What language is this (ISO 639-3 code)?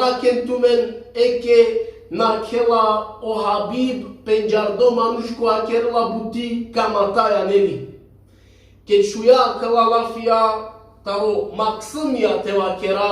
rmn